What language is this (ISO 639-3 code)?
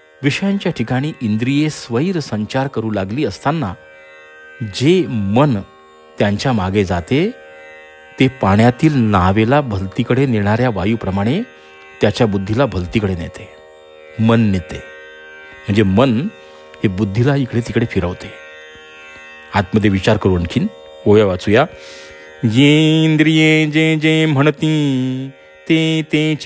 mar